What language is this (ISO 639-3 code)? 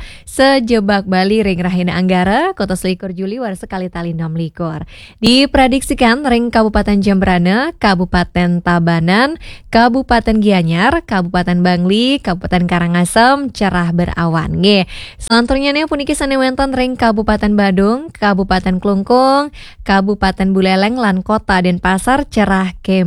ban